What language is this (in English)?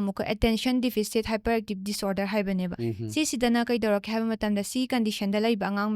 Manipuri